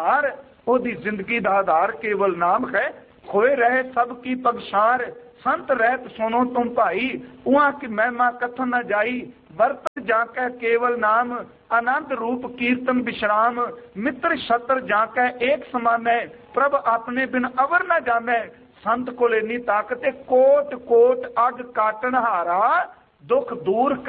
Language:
Punjabi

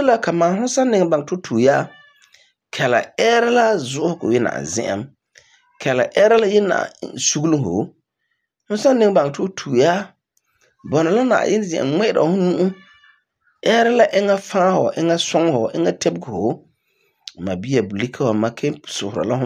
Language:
Frafra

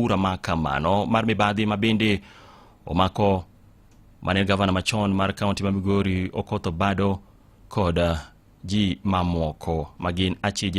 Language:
Luo (Kenya and Tanzania)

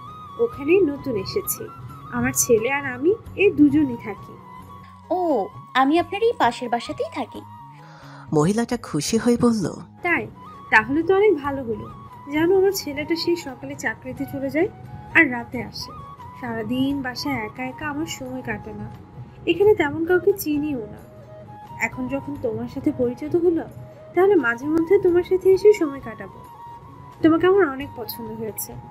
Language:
Bangla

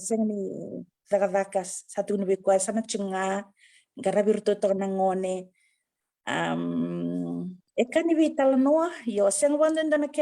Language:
Fijian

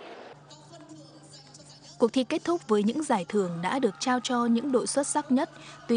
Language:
Vietnamese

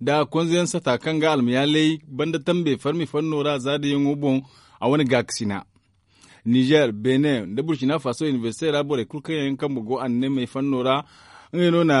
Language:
Zarma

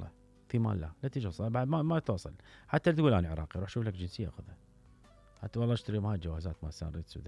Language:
Mesopotamian Arabic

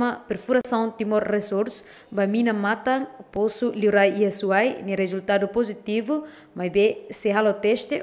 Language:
Tetum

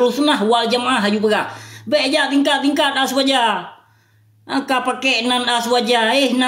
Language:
Achinese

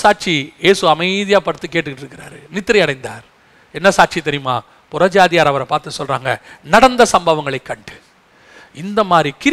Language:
Tamil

